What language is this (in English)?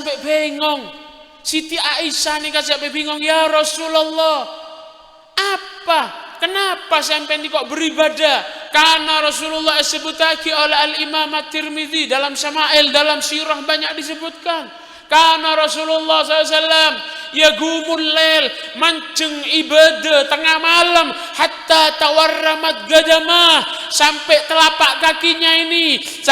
Madurese